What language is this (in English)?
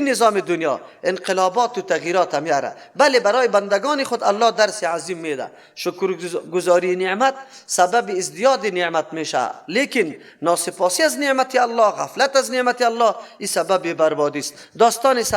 Persian